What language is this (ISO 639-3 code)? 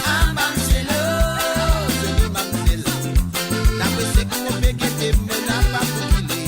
mfe